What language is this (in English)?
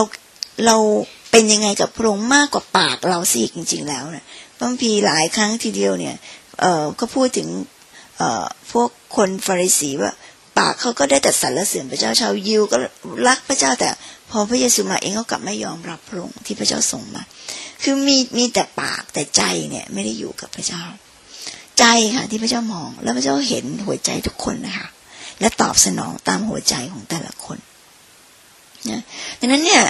Thai